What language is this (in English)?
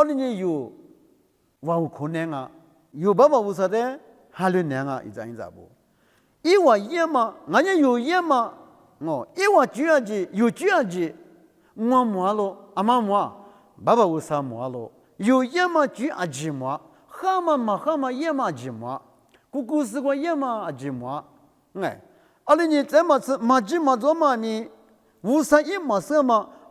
Lisu